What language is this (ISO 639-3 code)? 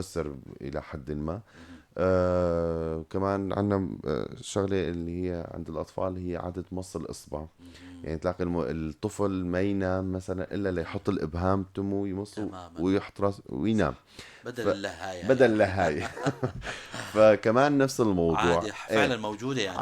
apc